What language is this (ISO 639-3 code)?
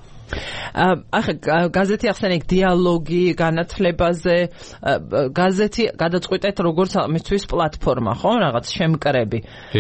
kat